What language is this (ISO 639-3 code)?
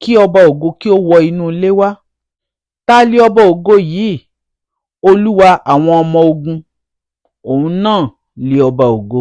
yor